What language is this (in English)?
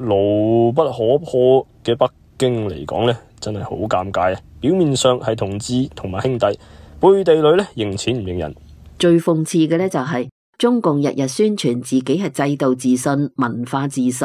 Cantonese